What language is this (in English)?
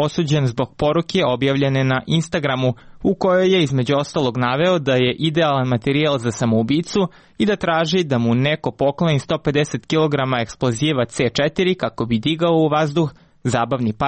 Serbian